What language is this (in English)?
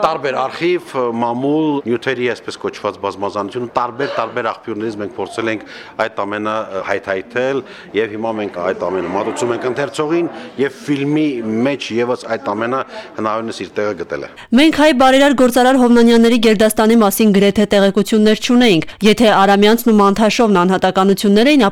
Armenian